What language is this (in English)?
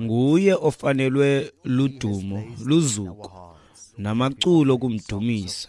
Xhosa